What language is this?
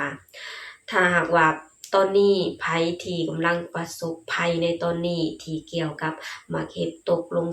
Lao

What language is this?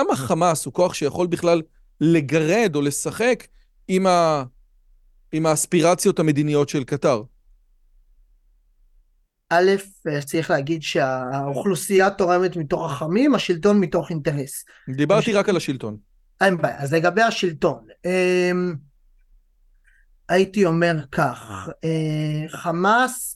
Hebrew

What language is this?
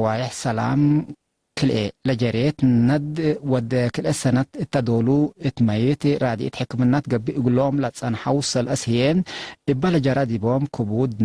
Tigre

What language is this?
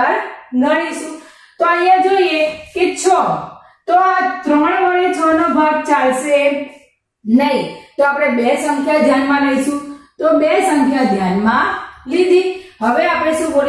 Gujarati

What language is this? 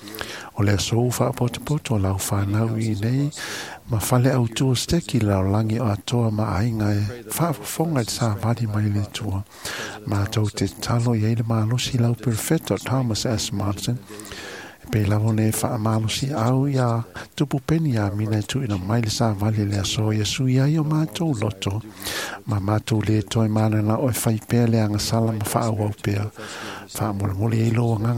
Samoan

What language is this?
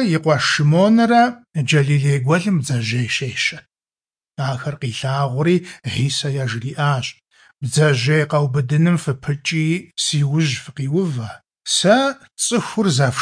Kabardian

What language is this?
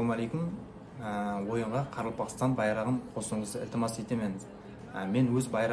Kara-Kalpak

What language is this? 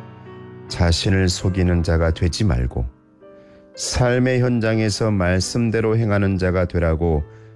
Korean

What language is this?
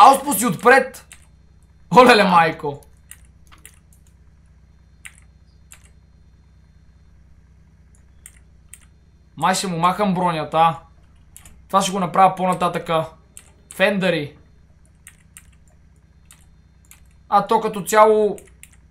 Bulgarian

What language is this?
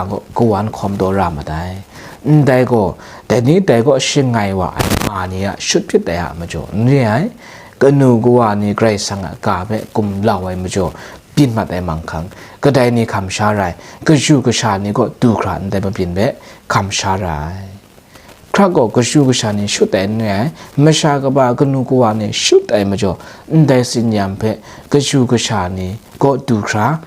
Kachin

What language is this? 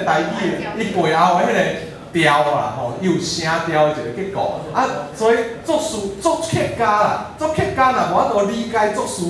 Min Nan Chinese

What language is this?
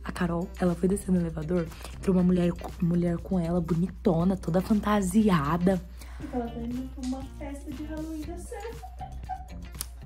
Portuguese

